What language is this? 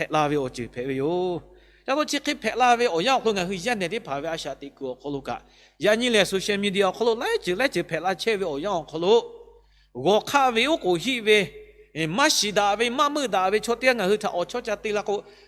Lahu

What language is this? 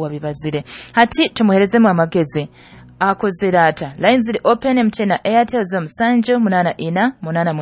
Nyoro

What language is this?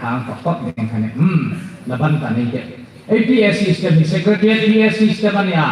Hmar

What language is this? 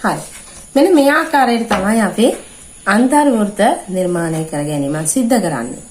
Sinhala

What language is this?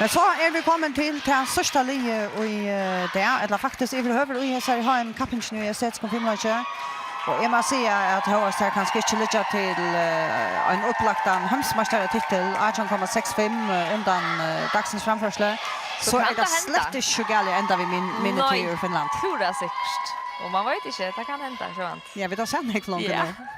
Faroese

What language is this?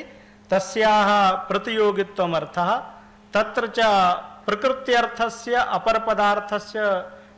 Sanskrit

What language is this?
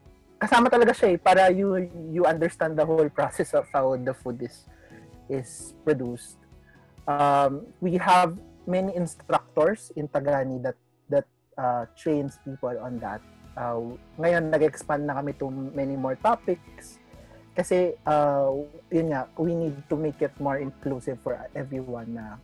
Filipino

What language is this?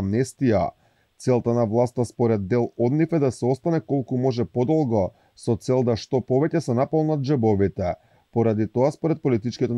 Macedonian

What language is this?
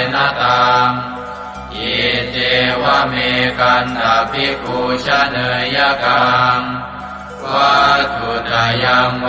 Pali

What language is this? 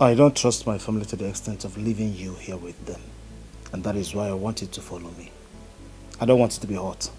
Nigerian Pidgin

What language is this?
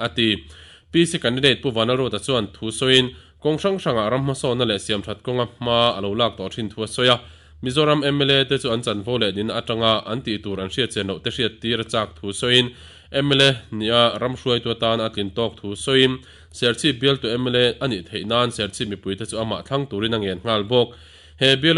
Mizo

